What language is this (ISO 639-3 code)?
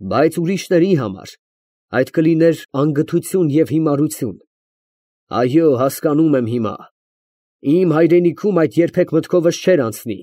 hye